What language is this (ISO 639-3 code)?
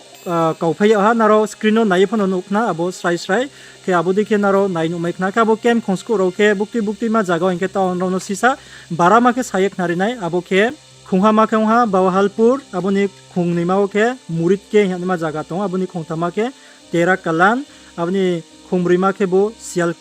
ria